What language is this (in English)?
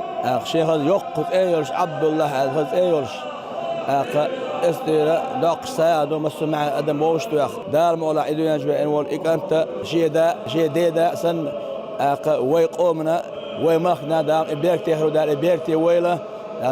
Chechen